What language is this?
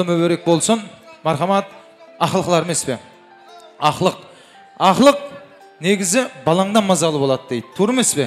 Kara-Kalpak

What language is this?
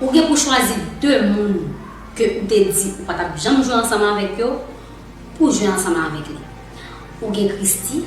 Haitian Creole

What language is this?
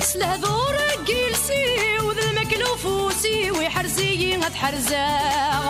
Kabyle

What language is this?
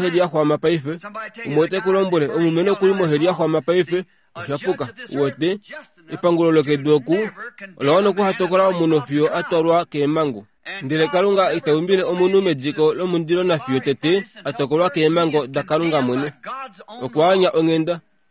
Kuanyama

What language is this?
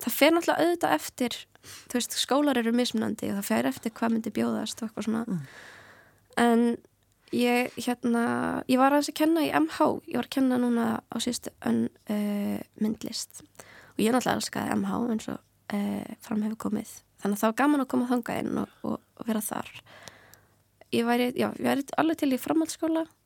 Icelandic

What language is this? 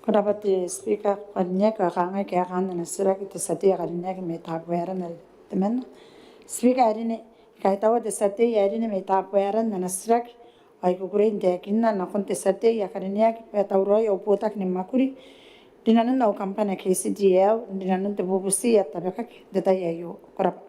Gilbertese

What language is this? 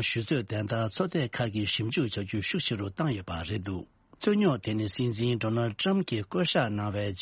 Tibetan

